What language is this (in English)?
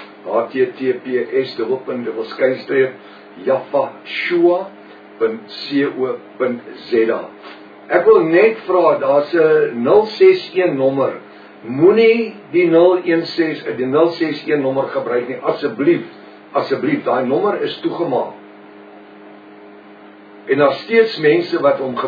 Afrikaans